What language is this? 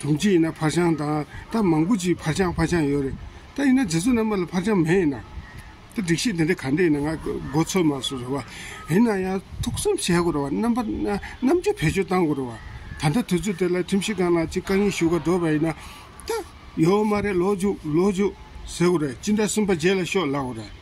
Tibetan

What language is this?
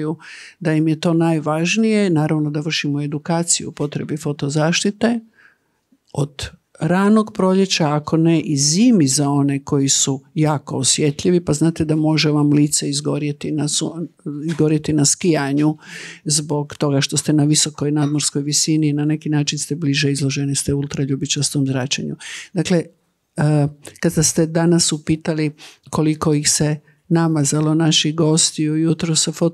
Croatian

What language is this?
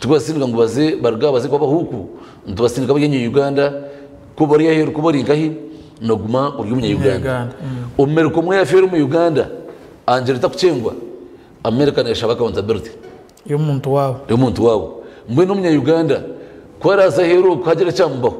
Nyankole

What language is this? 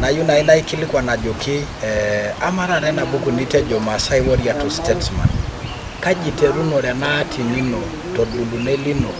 Masai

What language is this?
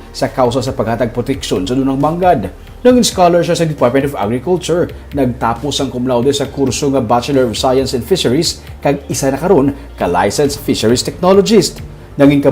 Hiligaynon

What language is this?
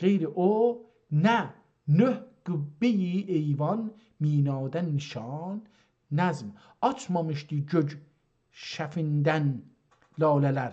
South Azerbaijani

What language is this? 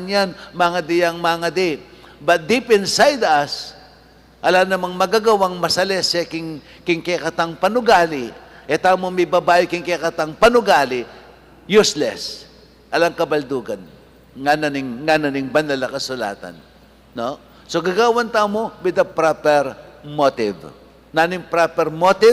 Pampanga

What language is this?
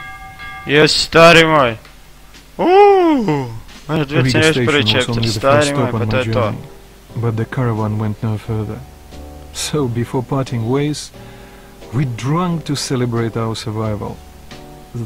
Croatian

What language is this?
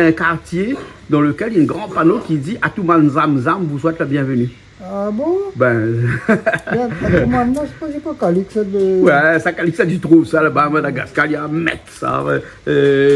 Réunion Creole French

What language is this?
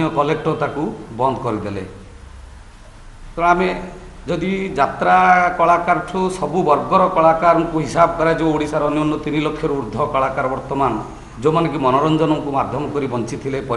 Odia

